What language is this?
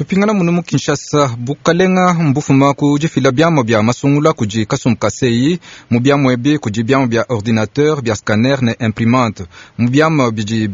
Luba-Lulua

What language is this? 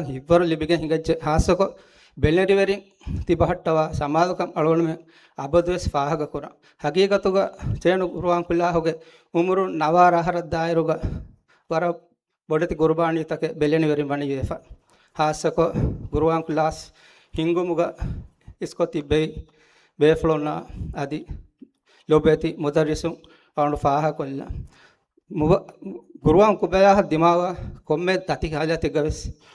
Divehi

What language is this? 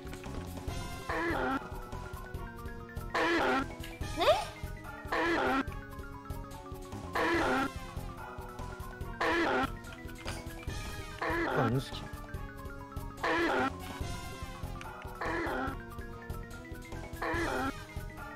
Turkish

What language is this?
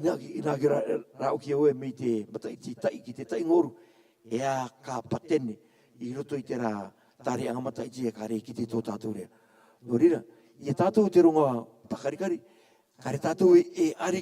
Rarotongan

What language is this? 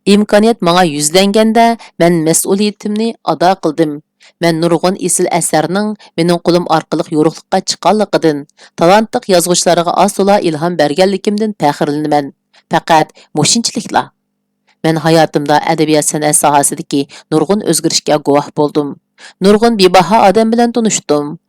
Uyghur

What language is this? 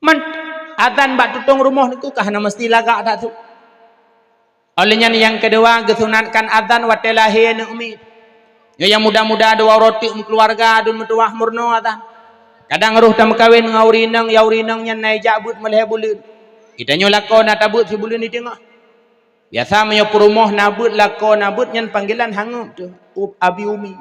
Achinese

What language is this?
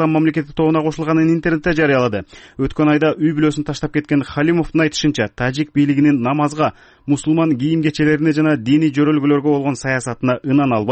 Kyrgyz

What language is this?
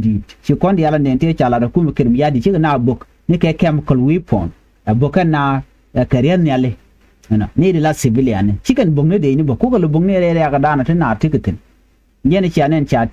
Nuer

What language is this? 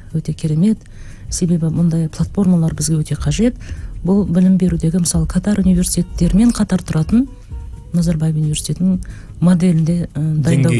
Kazakh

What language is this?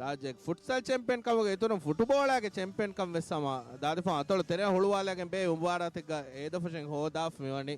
Divehi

